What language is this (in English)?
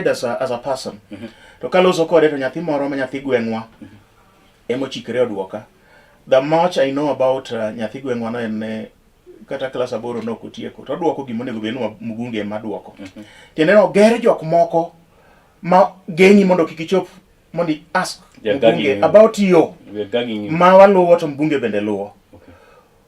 Luo (Kenya and Tanzania)